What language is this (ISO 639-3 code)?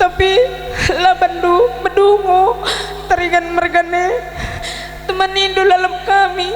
btx